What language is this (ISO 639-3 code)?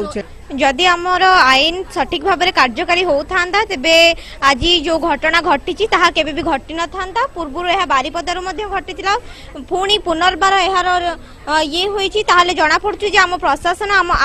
ori